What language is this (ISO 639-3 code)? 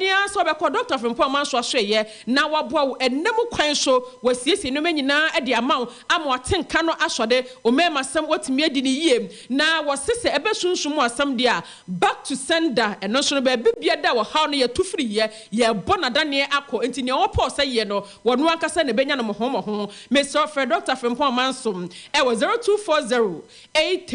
aka